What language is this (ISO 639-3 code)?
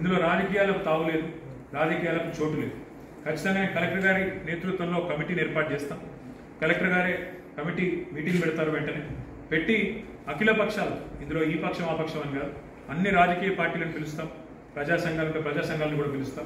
tel